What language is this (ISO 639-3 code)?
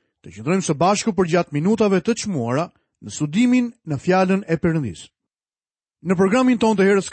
sqi